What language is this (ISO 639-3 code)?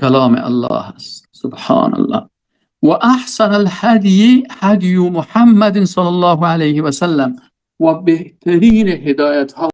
fas